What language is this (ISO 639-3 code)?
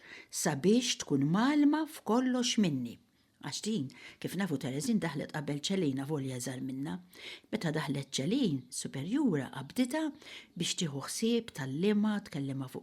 mlt